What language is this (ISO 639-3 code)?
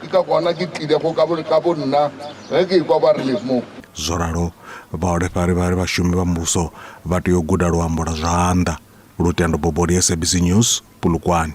ven